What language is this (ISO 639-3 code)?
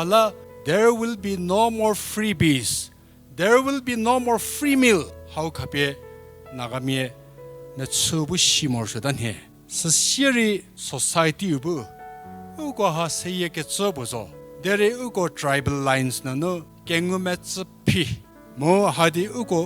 njm